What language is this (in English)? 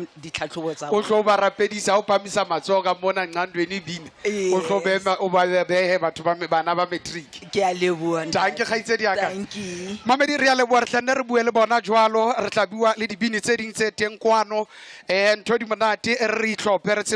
Southern Sotho